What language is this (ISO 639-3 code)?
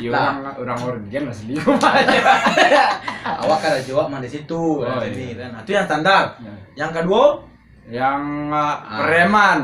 min